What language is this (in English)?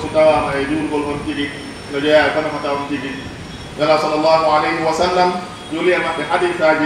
Pular